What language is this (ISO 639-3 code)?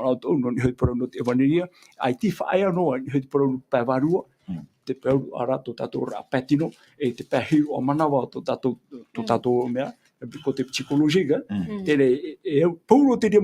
tah